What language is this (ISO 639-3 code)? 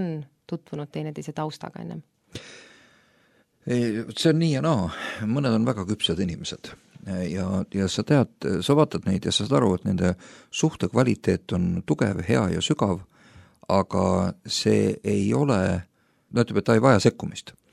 est